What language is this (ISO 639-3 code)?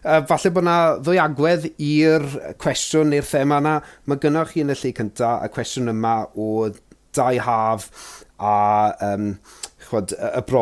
cym